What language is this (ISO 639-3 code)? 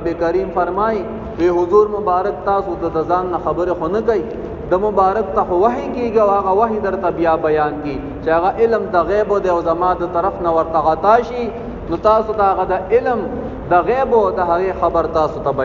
pus